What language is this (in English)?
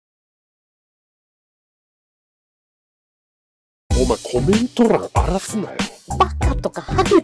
Japanese